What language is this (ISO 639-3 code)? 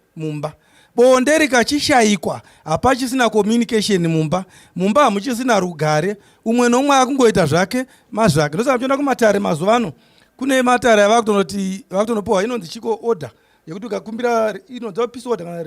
sna